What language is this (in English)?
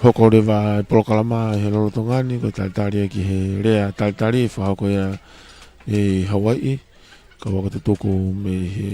Tongan